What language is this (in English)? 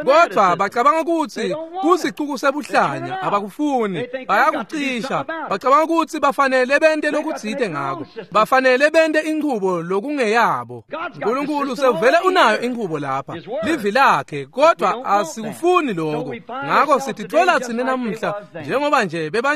Swati